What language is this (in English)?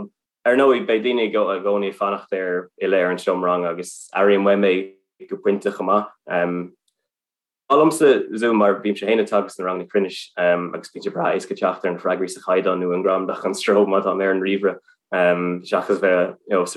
Irish